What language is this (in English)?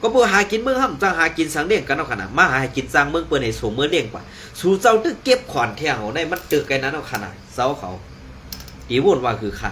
Shan